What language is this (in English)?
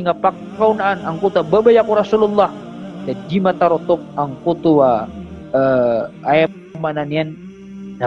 Maranao